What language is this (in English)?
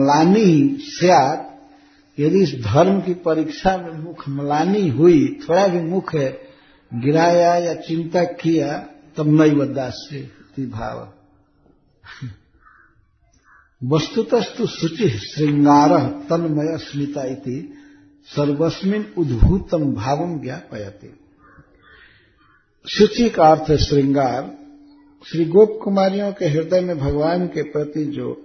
Hindi